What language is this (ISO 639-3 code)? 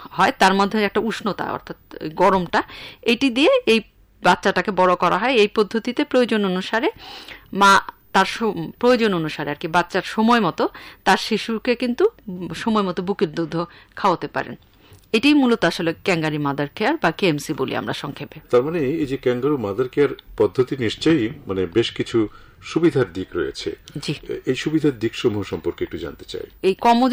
ben